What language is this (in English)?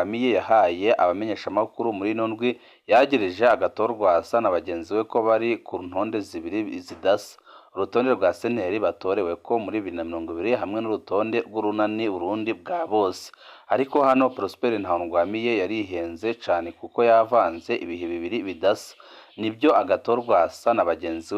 Rundi